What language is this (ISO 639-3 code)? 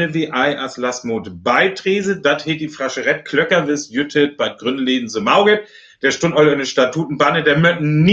frr